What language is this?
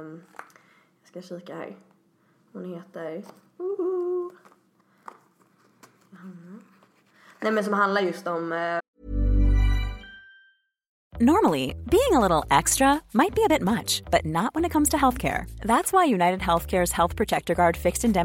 Swedish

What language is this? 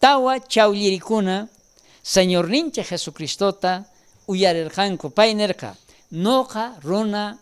South Bolivian Quechua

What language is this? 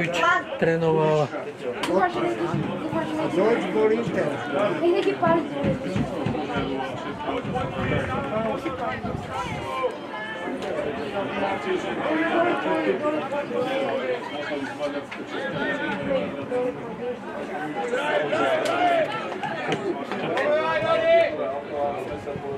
Slovak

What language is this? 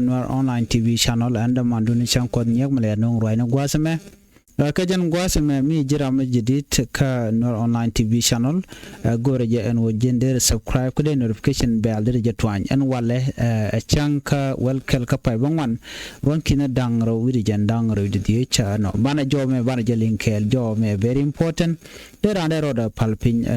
Nuer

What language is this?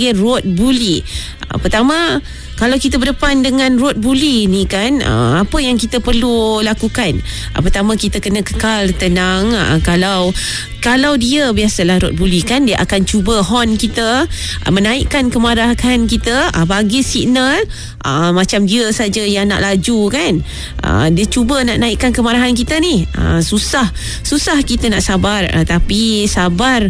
Malay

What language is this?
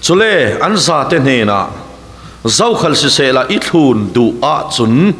Falam Chin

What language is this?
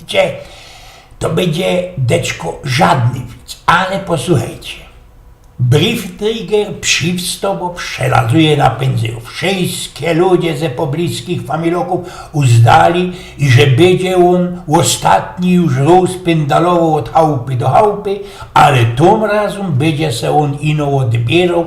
Silesian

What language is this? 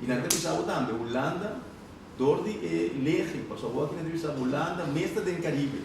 Papiamento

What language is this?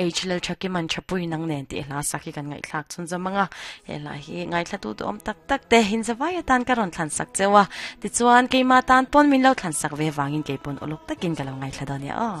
Mizo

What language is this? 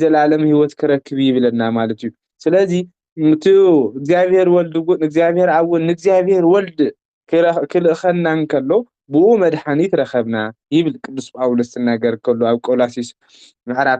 Tigrinya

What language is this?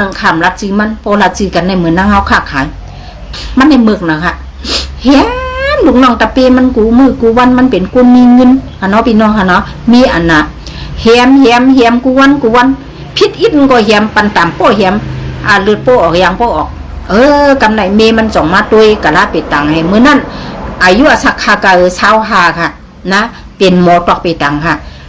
Shan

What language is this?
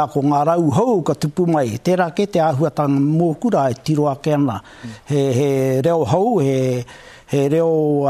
Māori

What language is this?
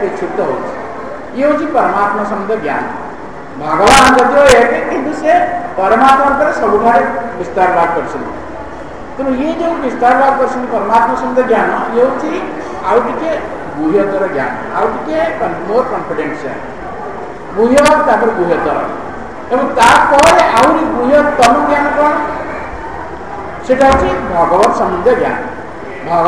Odia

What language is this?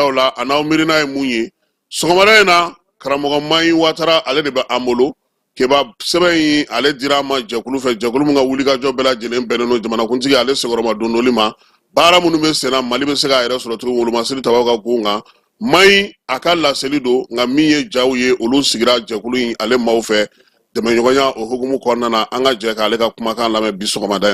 Bambara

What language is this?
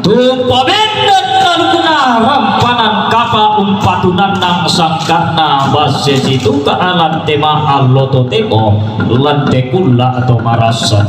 Toraja-Sa'dan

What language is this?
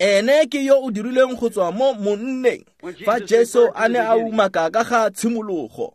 Tswana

